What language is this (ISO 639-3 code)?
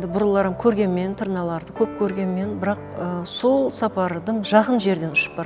kaa